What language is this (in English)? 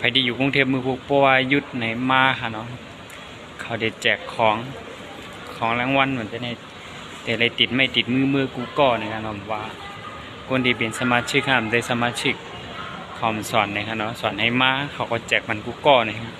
Shan